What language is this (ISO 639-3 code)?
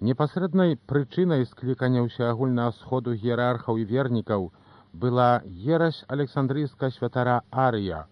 bel